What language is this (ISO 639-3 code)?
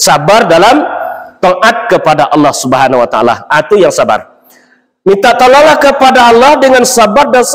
min